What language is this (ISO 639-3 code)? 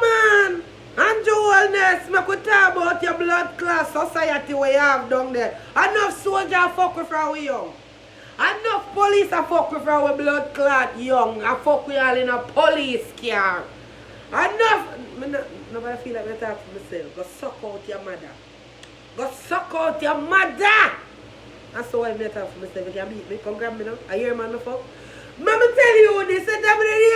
jam